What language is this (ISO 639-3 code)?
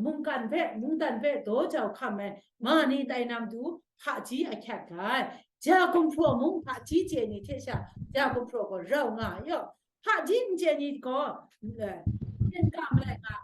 kac